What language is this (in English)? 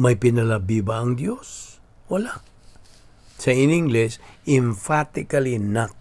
Cebuano